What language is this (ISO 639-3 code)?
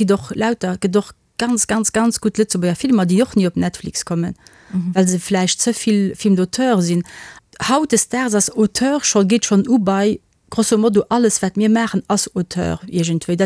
ltz